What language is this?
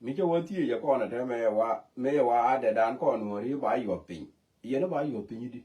Nuer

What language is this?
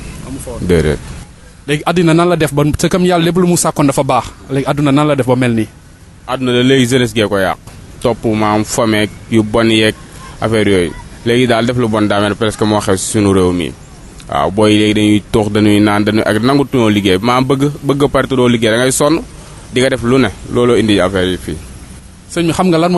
Wolof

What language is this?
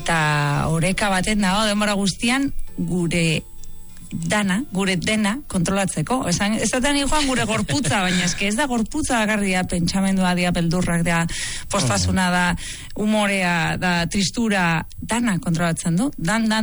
Basque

